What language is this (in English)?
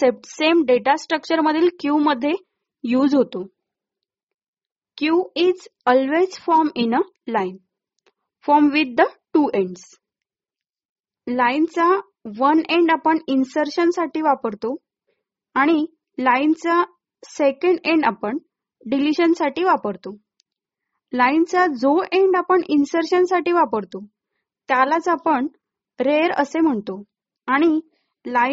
Marathi